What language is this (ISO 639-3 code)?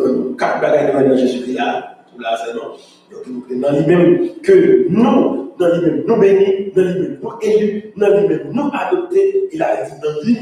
fra